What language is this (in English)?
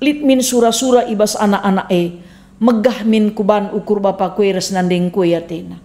Batak Karo